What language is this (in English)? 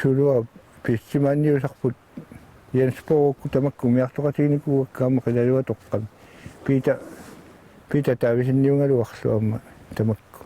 Kalaallisut